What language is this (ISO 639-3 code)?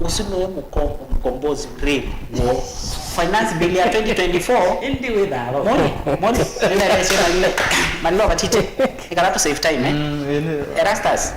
kam